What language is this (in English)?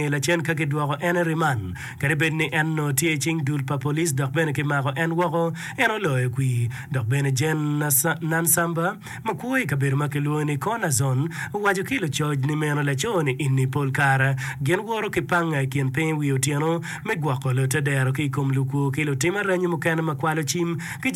Acoli